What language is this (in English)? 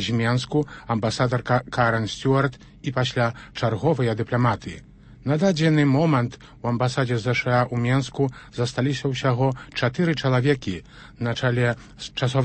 Belarusian